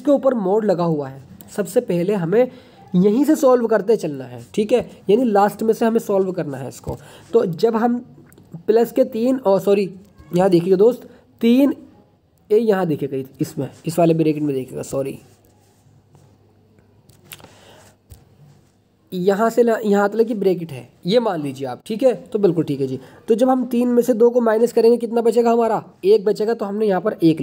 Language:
Hindi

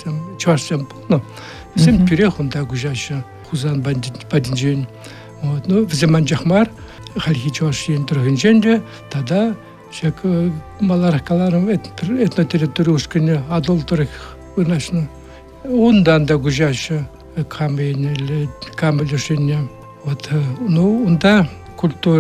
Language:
Chuvash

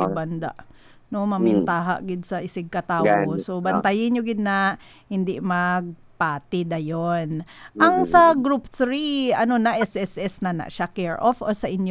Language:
Hiligaynon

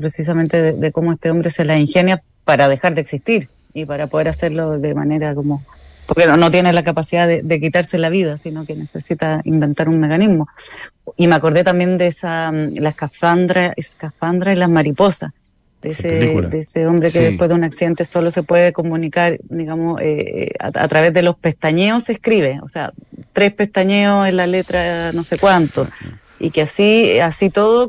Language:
Spanish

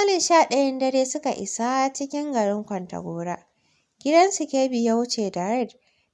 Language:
Hausa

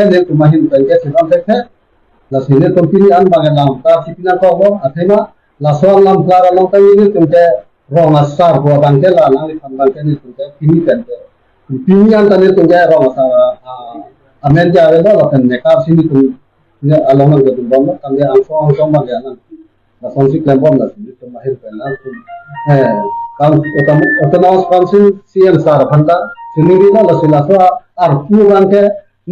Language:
Karbi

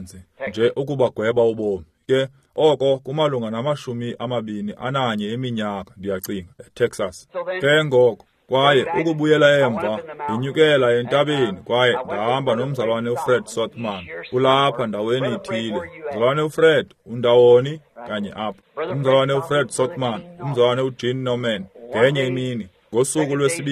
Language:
Xhosa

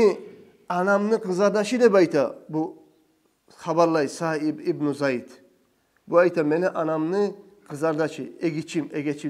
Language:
Kumyk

